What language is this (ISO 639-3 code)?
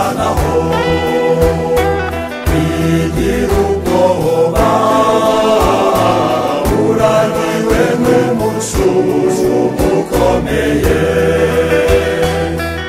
kin